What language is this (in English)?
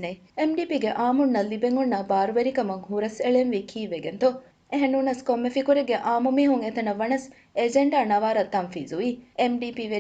Divehi